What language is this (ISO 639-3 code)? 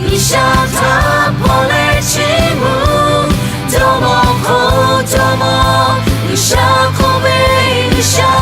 lhu